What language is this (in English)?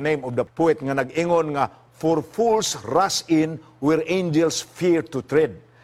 Cebuano